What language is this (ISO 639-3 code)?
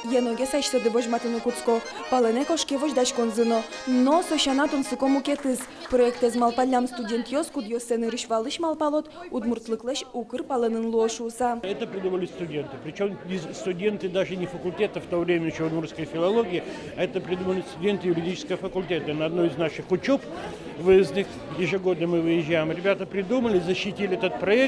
udm